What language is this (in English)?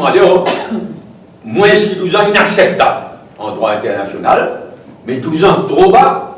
Morisyen